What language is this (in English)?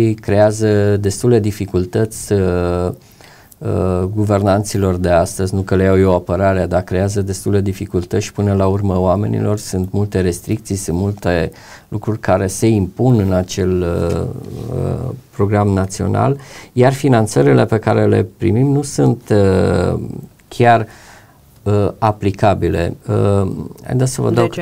Romanian